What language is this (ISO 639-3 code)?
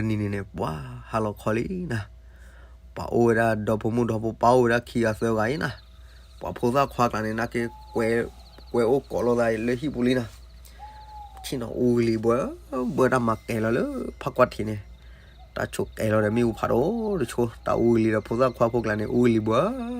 ksw